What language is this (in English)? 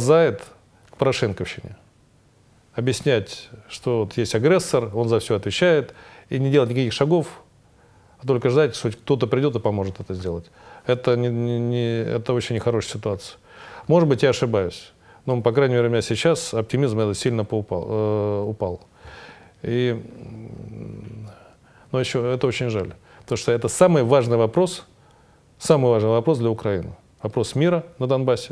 Russian